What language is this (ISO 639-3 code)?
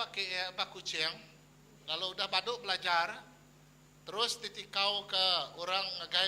iba